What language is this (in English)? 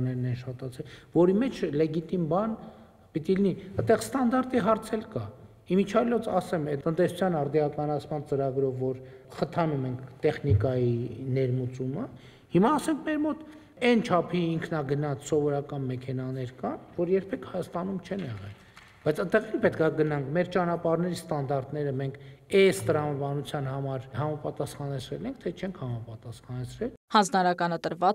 Armenian